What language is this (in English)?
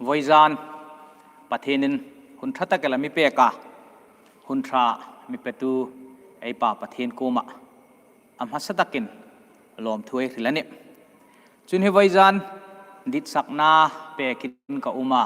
Hmar